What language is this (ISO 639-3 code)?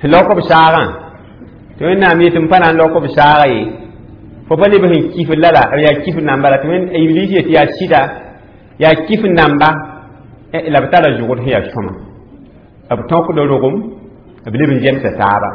mos